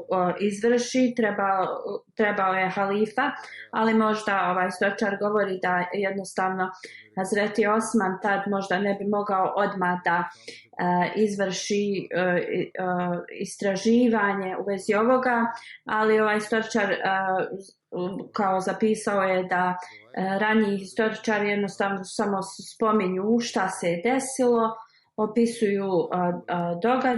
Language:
Bosnian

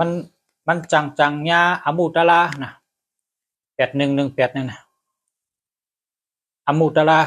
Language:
Shan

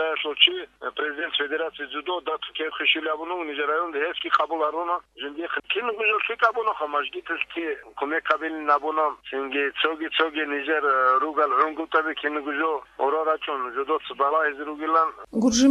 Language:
Avaric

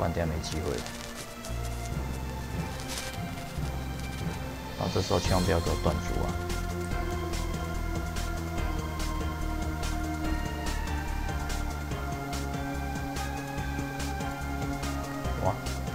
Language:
Chinese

